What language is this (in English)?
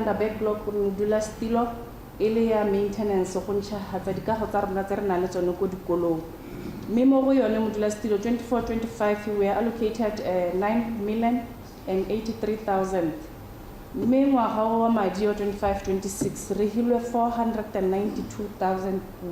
Tswana